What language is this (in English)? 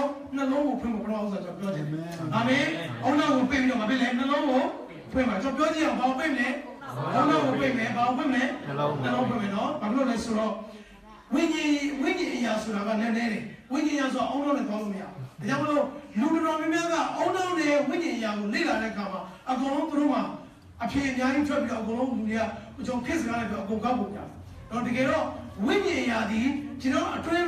Burmese